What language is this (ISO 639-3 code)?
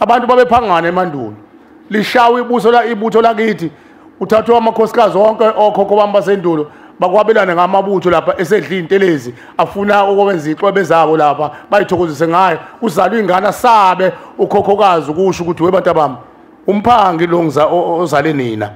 zul